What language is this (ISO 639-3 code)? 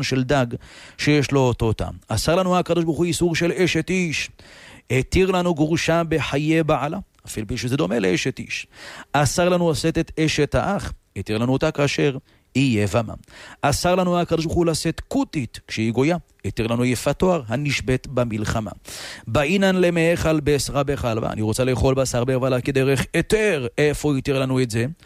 heb